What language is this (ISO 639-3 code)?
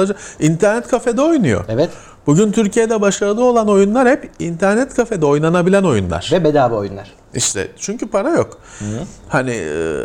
tur